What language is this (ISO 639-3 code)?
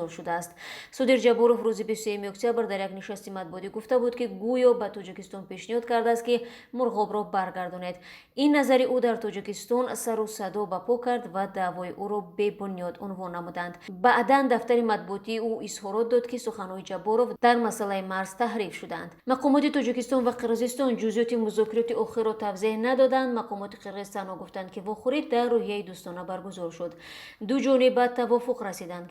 tgk